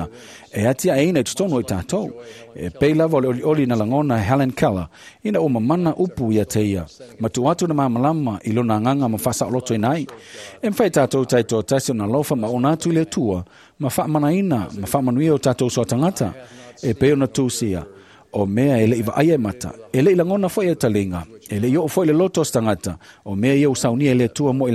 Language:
Samoan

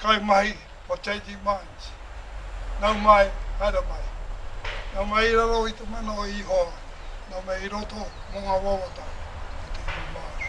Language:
Māori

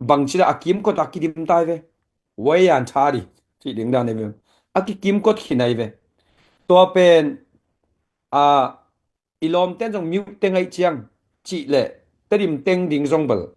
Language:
Tedim Chin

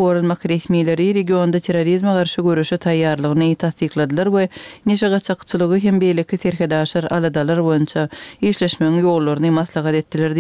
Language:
Kyrgyz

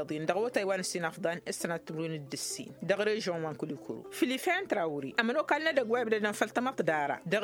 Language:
Tamasheq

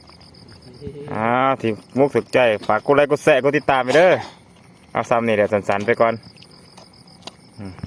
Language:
Lao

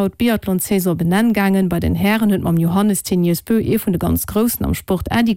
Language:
Luxembourgish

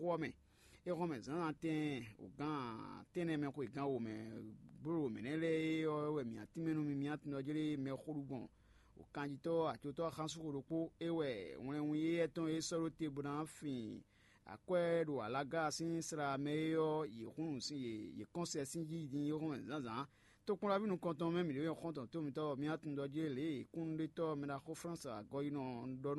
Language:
Fon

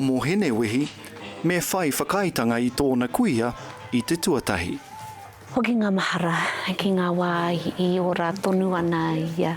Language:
Māori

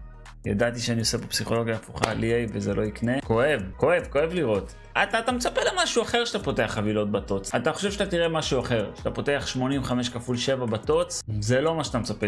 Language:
Hebrew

